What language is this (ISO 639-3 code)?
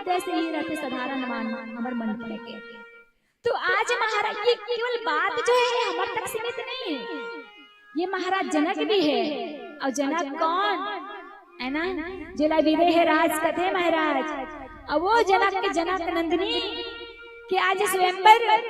hne